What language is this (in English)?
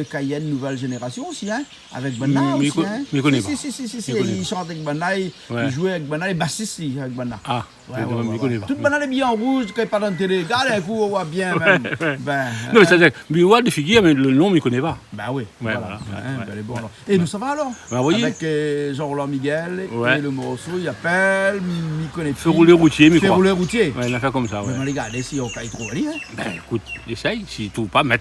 Réunion Creole French